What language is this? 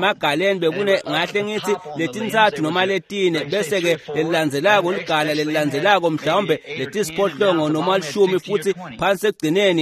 Swati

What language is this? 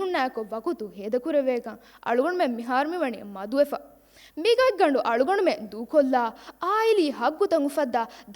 Divehi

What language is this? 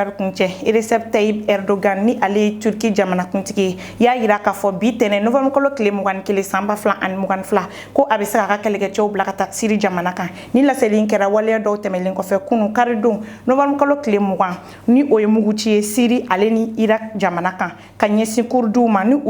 Bambara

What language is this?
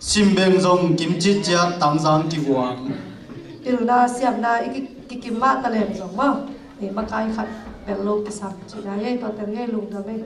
Tedim Chin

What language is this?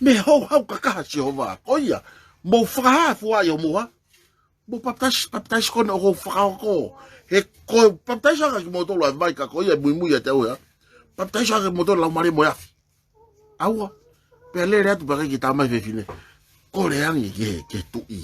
Tongan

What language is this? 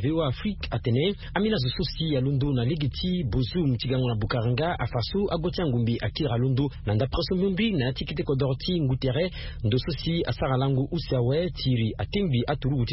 Sango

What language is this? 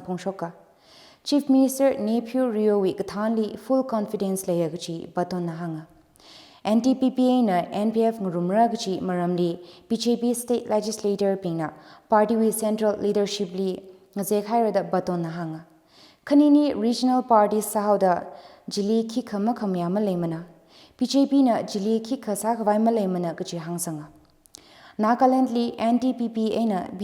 Tangkhul Naga (India)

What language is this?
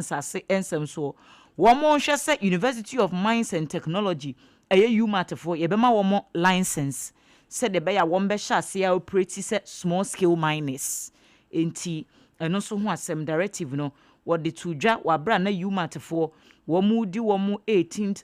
Akan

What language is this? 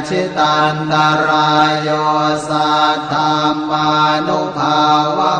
Pali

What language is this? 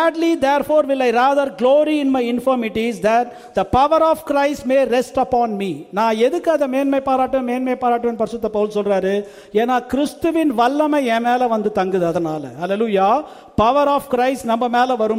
Tamil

